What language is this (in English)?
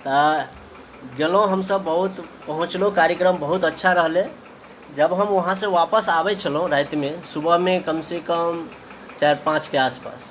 Maithili